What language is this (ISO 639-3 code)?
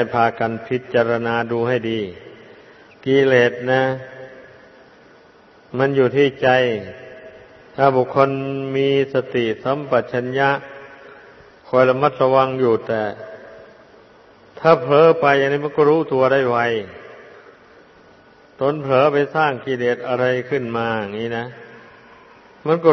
tha